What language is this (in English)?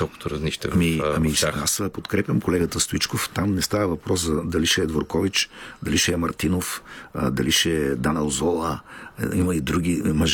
Bulgarian